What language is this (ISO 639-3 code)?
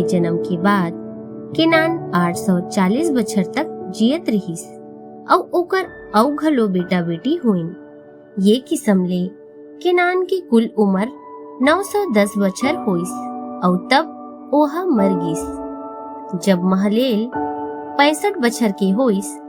hne